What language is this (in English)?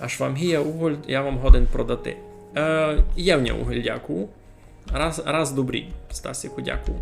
Rusyn